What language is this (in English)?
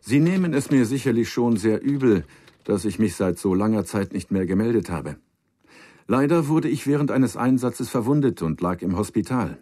Bavarian